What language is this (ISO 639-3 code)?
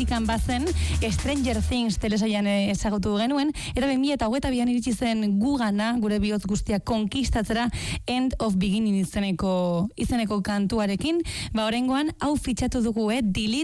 eus